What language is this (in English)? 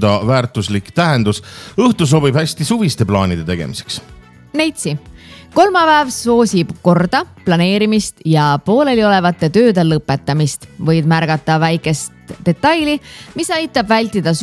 Estonian